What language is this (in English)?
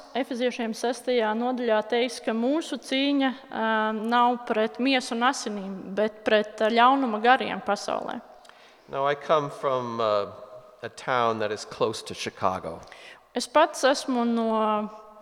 Latvian